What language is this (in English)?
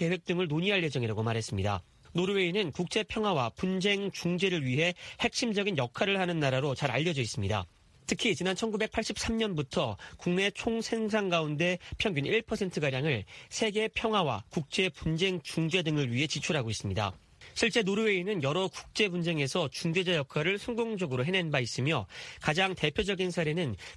Korean